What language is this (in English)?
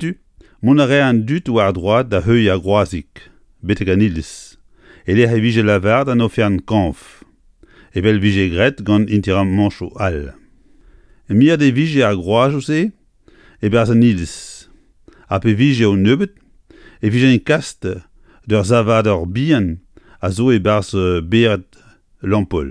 Breton